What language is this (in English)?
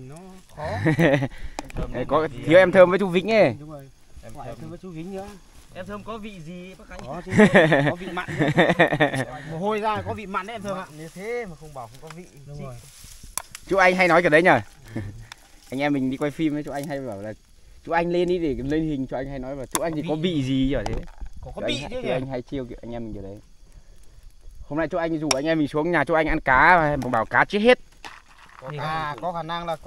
Vietnamese